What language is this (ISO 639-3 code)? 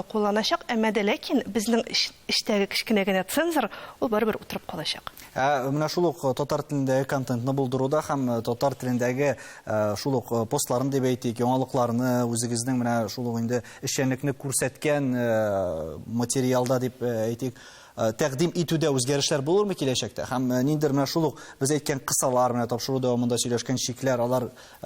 tat